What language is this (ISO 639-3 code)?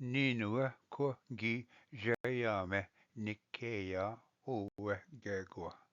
oji